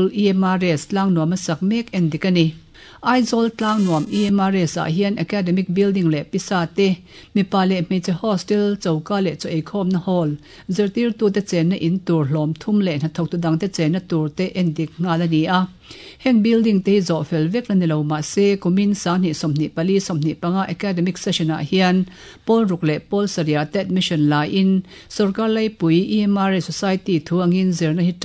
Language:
Mizo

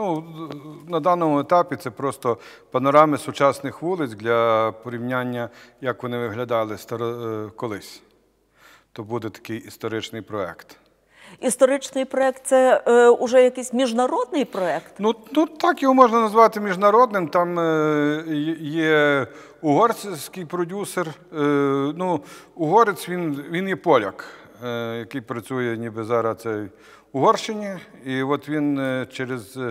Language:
Ukrainian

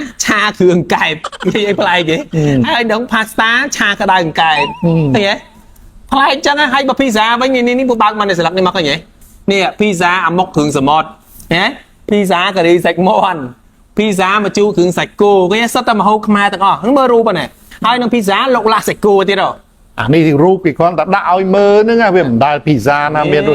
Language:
Khmer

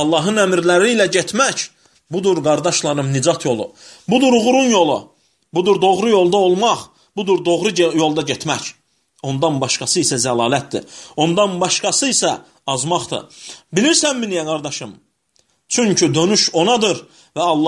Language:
Azerbaijani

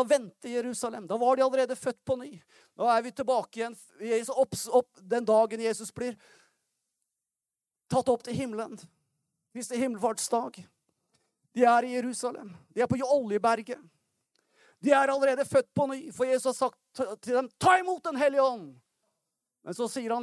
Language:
Norwegian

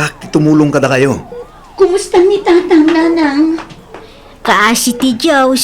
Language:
Iloko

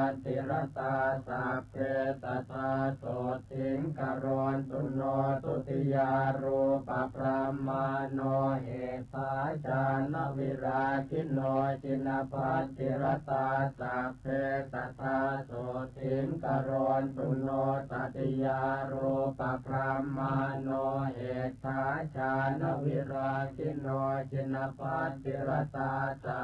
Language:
Pali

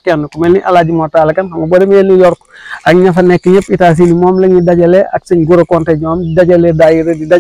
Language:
Wolof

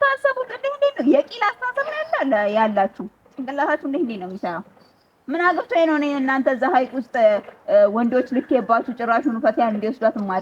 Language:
Amharic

